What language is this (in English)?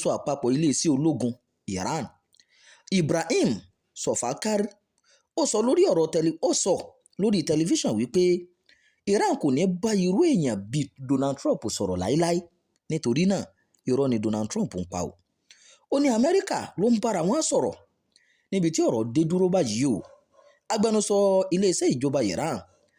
Yoruba